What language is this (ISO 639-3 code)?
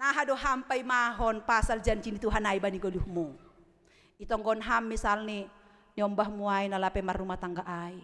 bts